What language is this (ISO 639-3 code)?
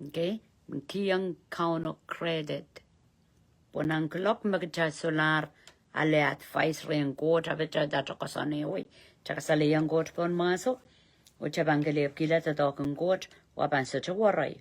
pon